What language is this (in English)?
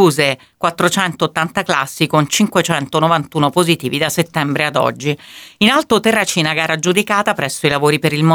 Italian